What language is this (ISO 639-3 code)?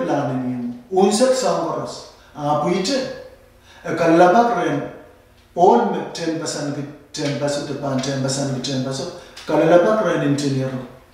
pon